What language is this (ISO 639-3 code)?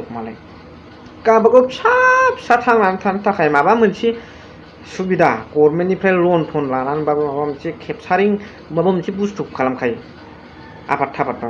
brx